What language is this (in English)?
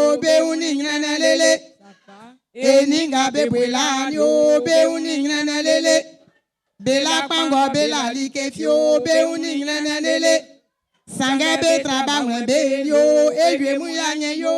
Baoulé